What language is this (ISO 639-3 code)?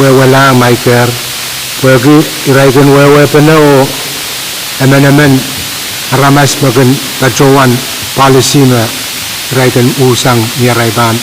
pon